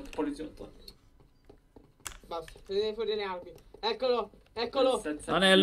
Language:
Italian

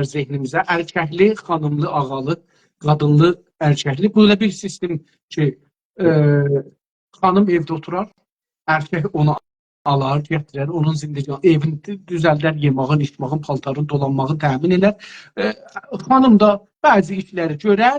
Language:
South Azerbaijani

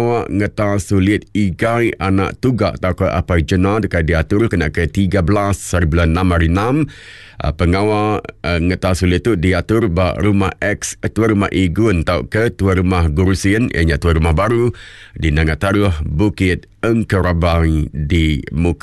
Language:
Iban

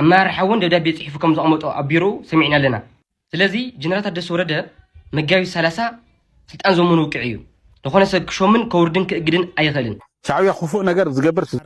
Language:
Tigrinya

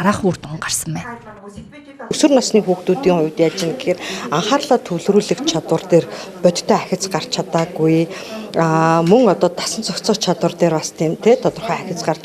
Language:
Mongolian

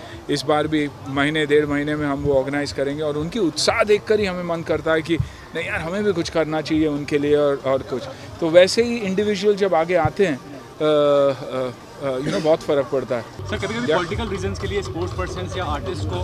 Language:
Hindi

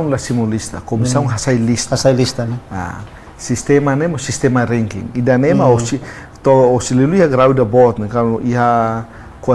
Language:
Tetum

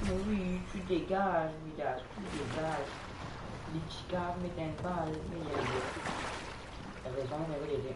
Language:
Morisyen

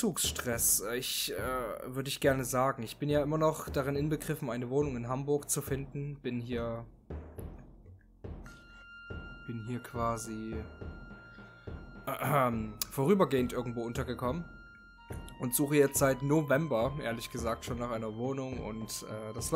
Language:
German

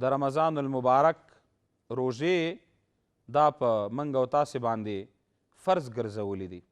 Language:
Pashto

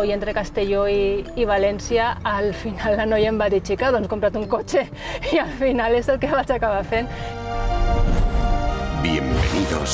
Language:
Catalan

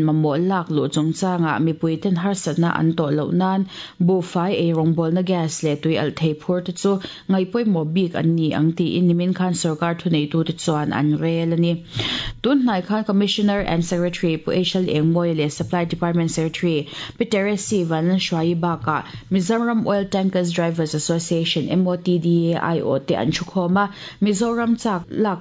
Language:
Mizo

